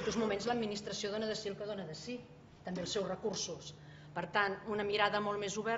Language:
Catalan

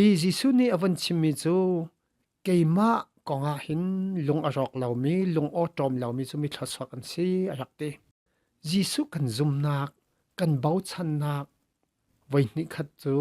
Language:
Hakha Chin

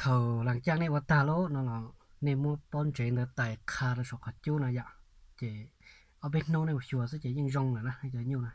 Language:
Hmong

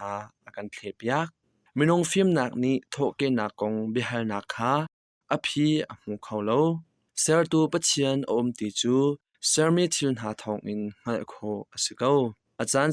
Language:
Hakha Chin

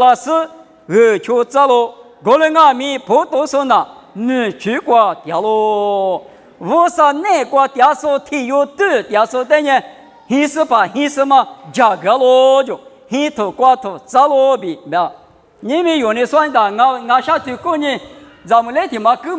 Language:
Lisu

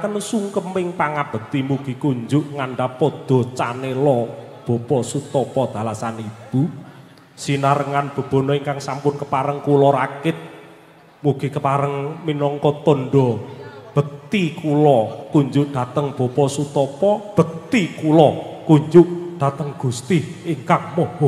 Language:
Javanese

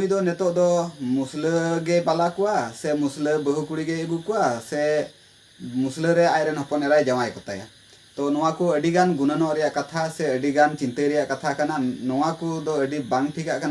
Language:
Santali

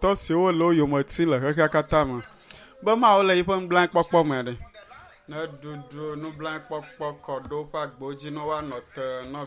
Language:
Ewe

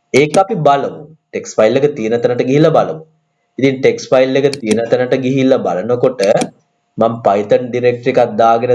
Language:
Sinhala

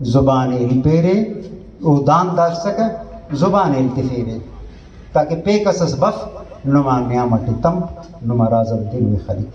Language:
Brahui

